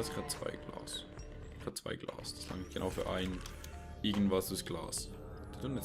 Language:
Swiss German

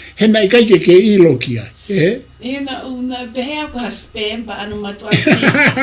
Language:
Tongan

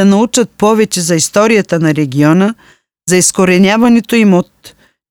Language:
Macedonian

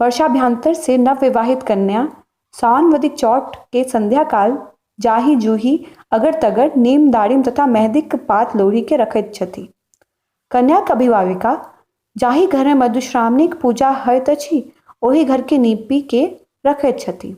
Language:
Maithili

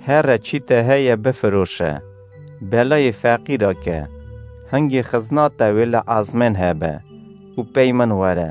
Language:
Kurdish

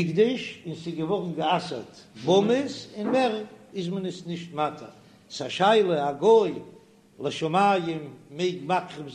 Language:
Yiddish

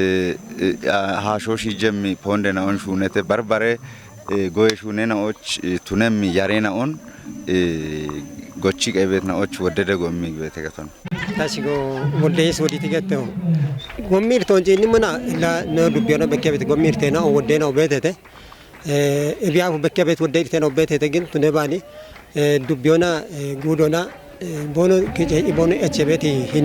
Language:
Kafa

